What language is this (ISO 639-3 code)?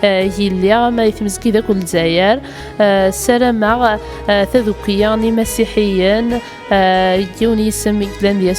kab